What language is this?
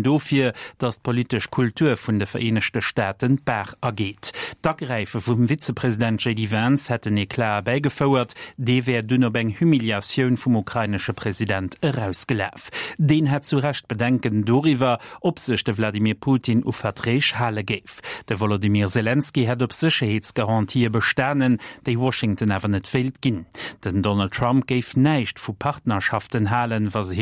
Luxembourgish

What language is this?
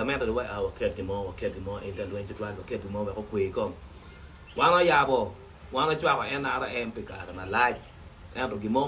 Acoli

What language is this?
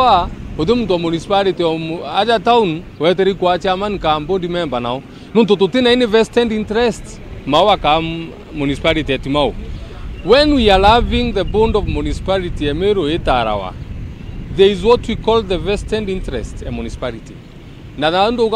Meru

